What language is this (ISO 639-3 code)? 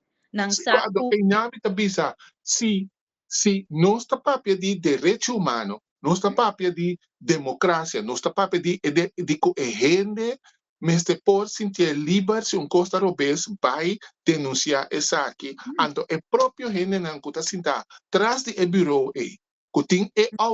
pap